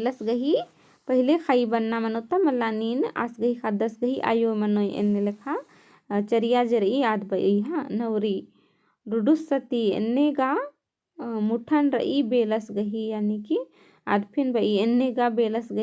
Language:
Kurukh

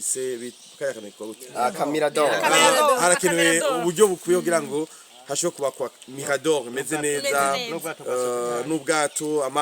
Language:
Rundi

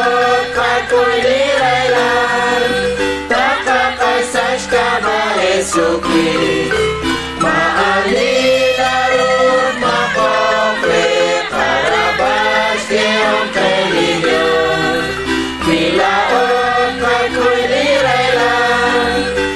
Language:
Kekchí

